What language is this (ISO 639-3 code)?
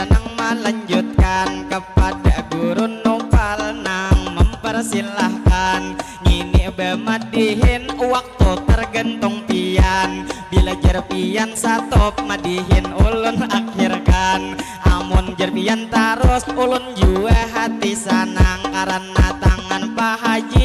bjn